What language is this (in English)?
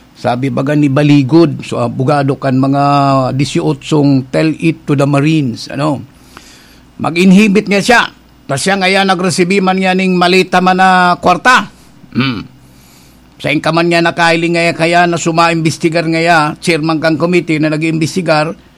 Bikol